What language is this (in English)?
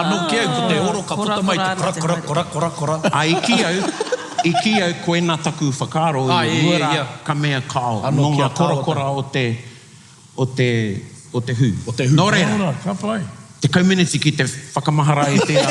Māori